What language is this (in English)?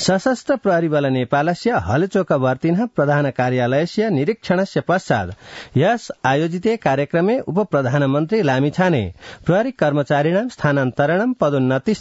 Sanskrit